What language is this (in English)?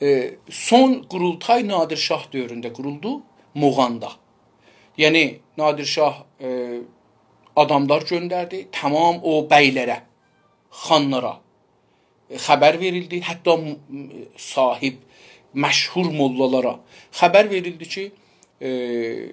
South Azerbaijani